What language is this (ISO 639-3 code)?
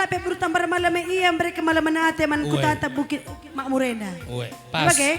btx